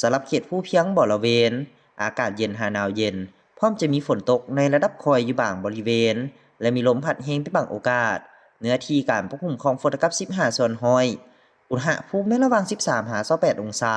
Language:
Lao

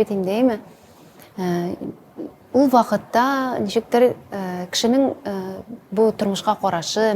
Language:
Tatar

